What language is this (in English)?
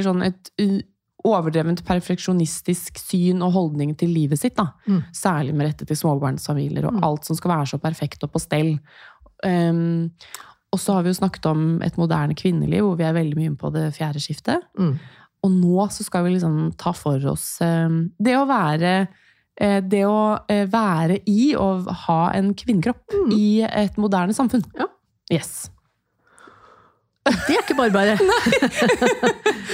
Norwegian